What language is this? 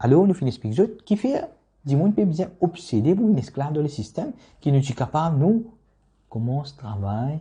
Morisyen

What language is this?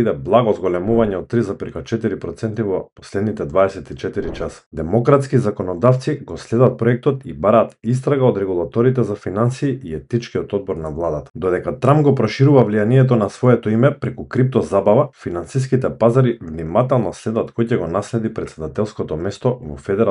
Macedonian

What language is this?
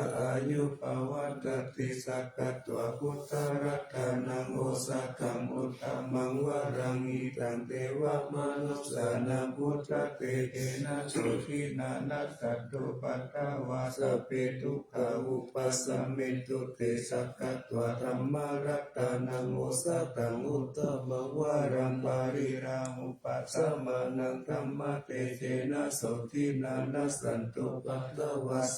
Pali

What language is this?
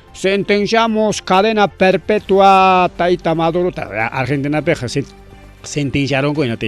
Ayacucho Quechua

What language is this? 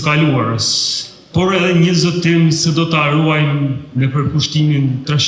Albanian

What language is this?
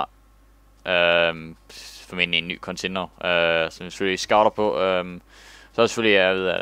Danish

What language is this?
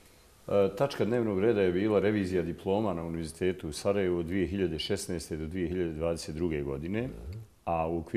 Bosnian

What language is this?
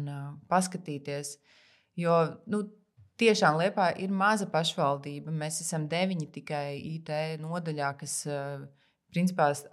Latvian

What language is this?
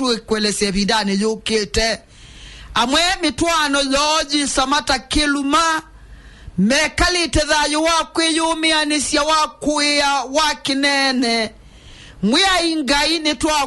Kamba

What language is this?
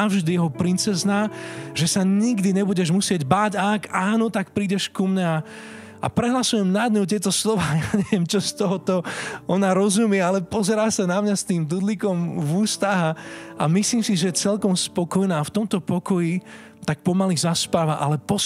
Slovak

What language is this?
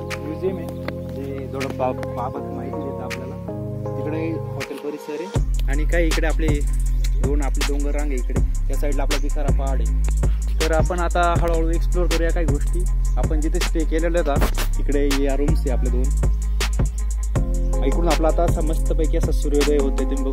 Marathi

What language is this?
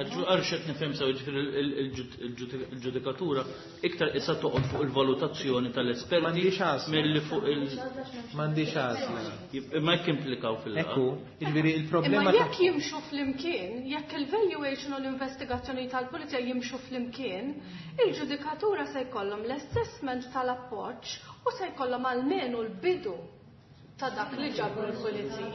Maltese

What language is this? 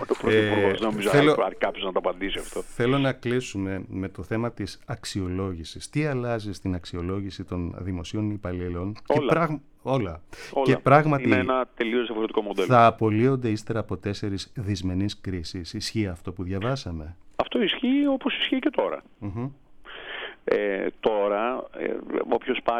Greek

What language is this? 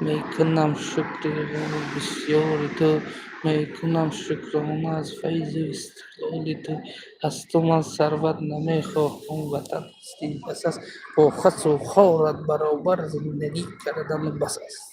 Tajik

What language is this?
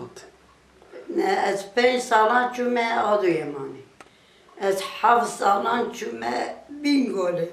Kurdish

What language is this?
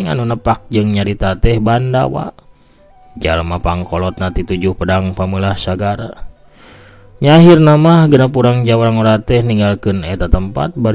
Sundanese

